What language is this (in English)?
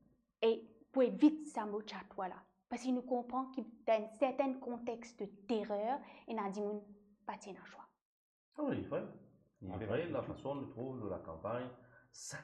Morisyen